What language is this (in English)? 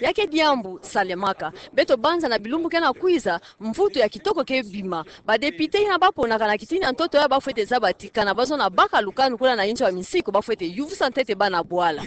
Kituba (Democratic Republic of Congo)